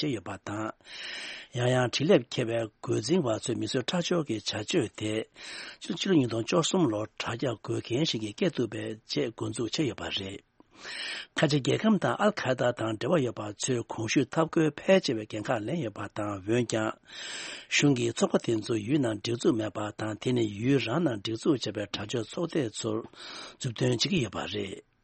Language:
Tibetan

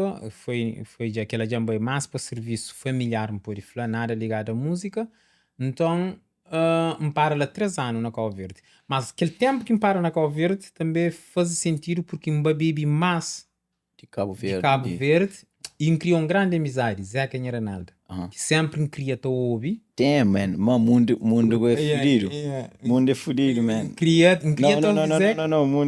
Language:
Kabuverdianu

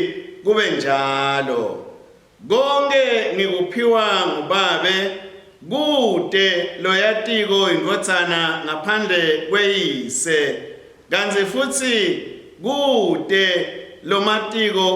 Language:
Swati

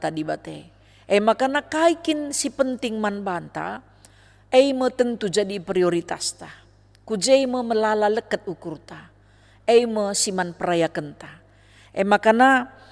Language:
Batak Karo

